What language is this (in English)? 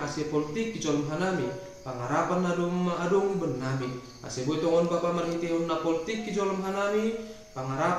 Batak Simalungun